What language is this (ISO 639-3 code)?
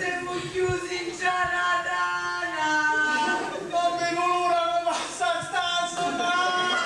scn